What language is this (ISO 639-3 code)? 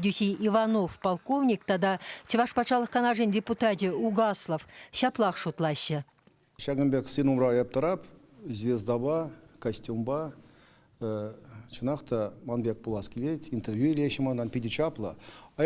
chv